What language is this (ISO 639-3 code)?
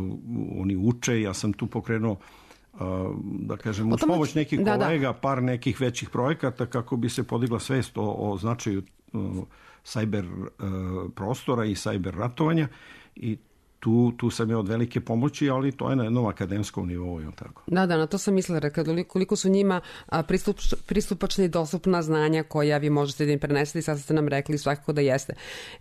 srp